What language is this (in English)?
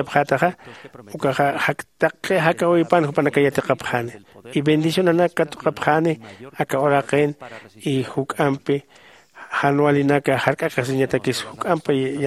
Aymara